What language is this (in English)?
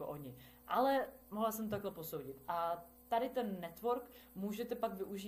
Czech